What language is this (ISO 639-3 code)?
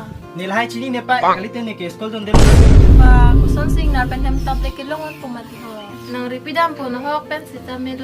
mjw